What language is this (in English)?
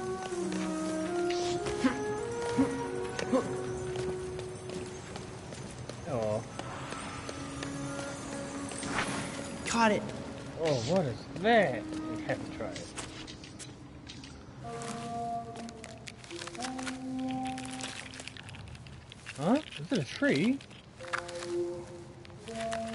English